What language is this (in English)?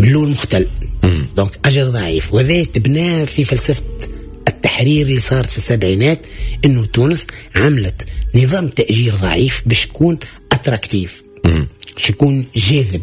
Tunisian Arabic